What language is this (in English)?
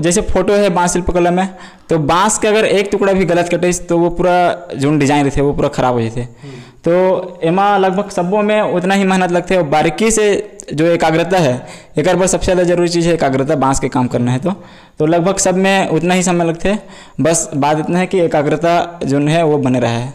Chhattisgarhi